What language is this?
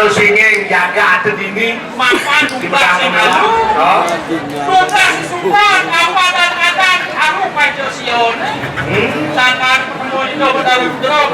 Balinese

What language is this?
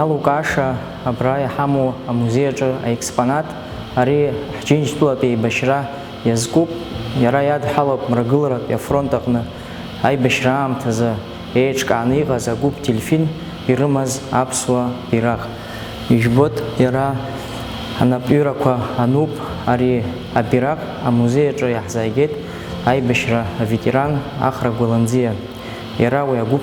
Abkhazian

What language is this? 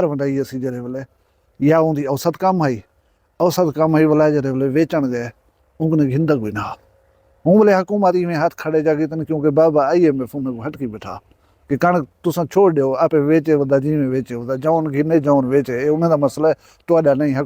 Saraiki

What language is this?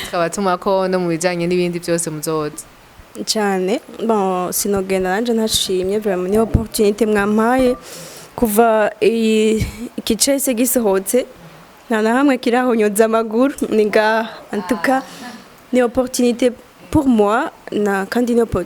Rundi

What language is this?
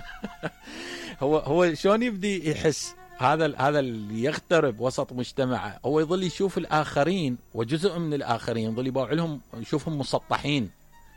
Mesopotamian Arabic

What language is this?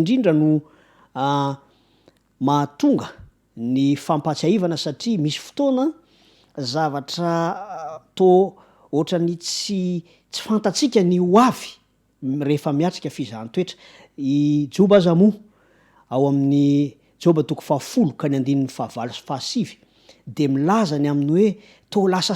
Malagasy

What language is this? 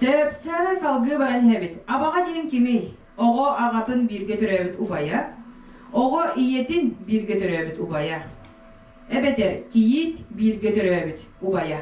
Yakut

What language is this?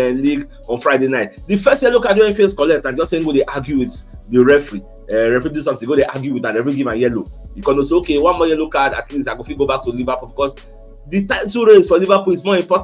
Nigerian Pidgin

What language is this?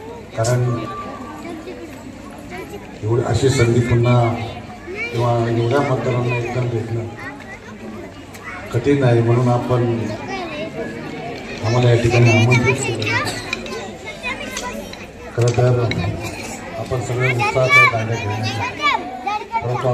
Marathi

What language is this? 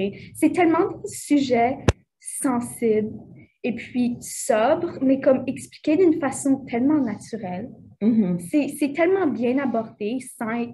French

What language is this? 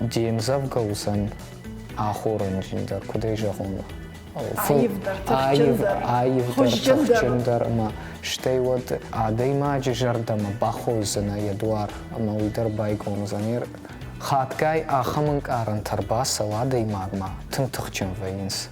Ossetic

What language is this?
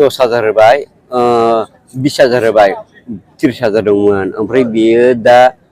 Bodo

